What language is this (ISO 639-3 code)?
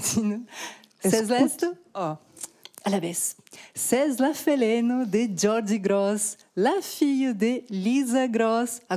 oci